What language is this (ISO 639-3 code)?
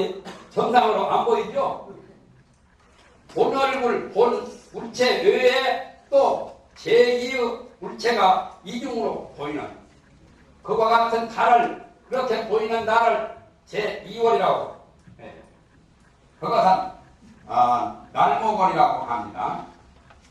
kor